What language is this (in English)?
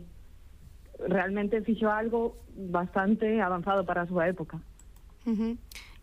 Galician